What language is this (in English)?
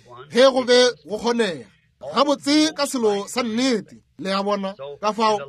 Northern Sotho